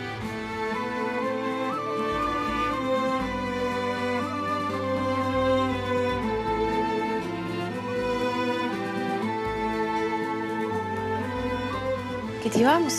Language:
Turkish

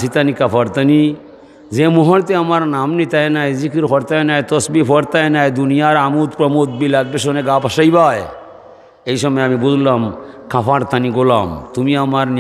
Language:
Sylheti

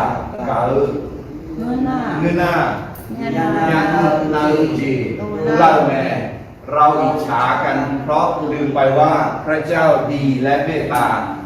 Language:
Akha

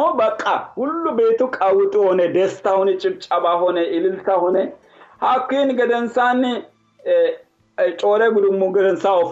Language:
Sidamo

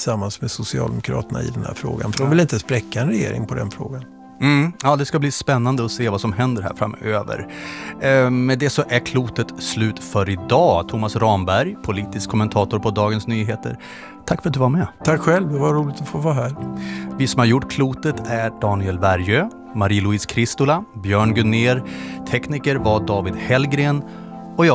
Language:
Swedish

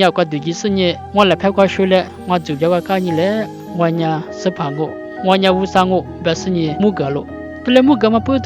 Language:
Lisu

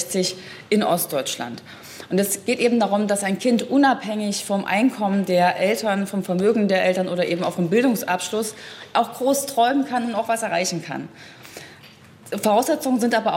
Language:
German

